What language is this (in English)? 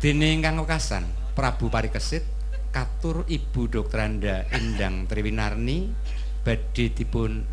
Javanese